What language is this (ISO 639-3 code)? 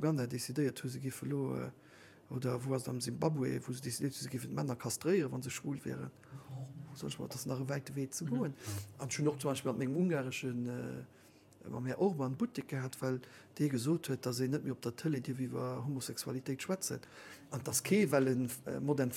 ltz